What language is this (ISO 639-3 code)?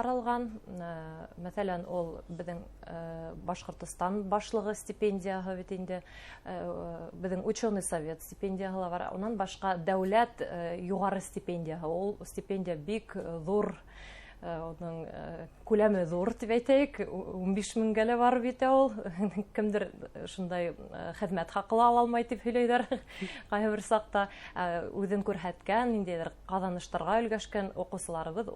bak